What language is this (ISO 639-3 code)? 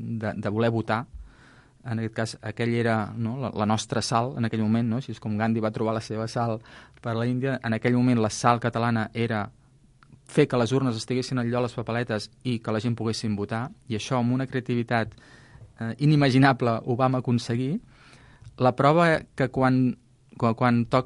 cat